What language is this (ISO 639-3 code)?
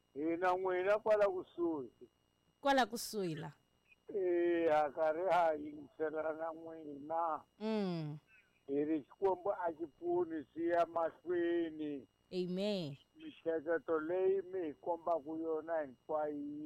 tso